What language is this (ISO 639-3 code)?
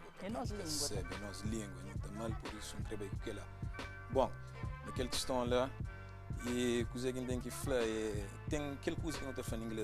kea